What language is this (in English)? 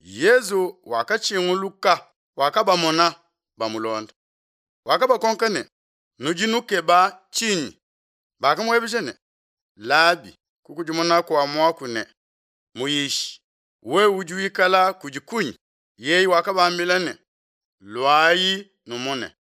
Luba-Lulua